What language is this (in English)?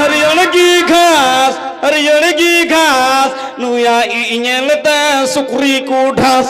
Santali